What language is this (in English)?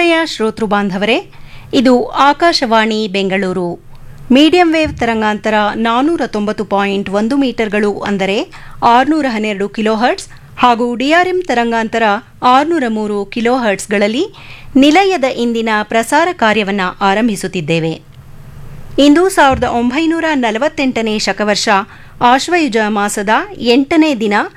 Kannada